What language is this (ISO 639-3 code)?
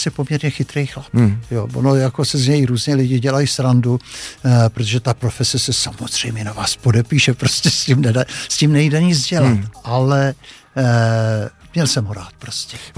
ces